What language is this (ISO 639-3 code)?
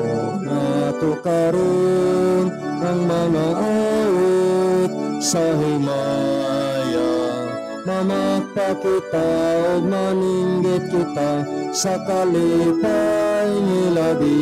ceb